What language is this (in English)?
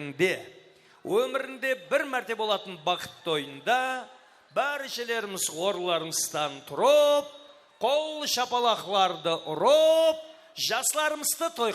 Kara-Kalpak